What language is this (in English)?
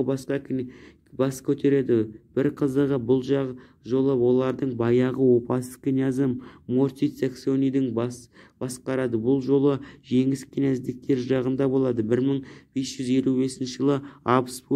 Kazakh